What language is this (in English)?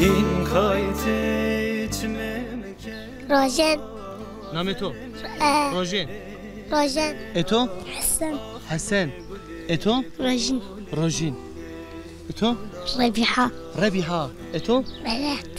Zaza